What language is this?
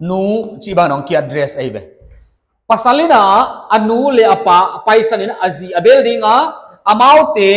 Paite Chin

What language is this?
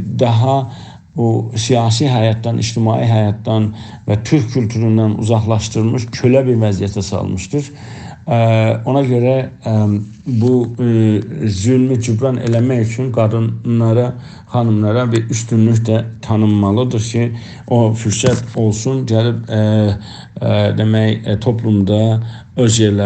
South Azerbaijani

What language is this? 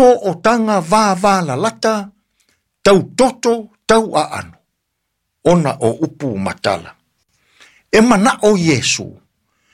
Samoan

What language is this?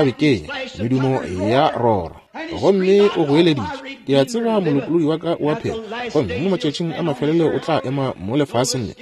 Northern Sotho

